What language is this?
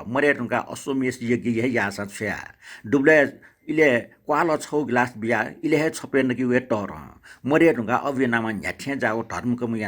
Newari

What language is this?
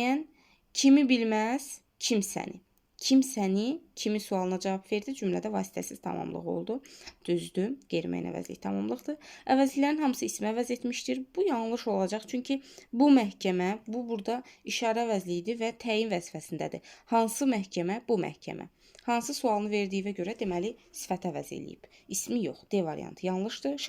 Azerbaijani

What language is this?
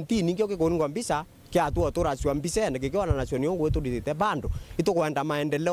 Meru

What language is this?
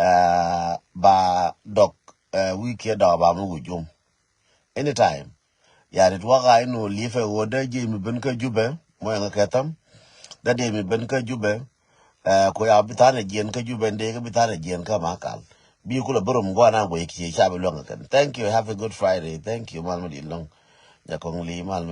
Nuer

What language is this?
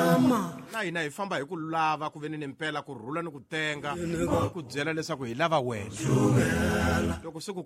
Tsonga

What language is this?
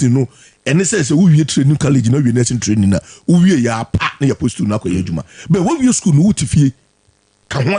Akan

